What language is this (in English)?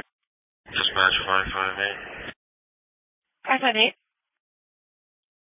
English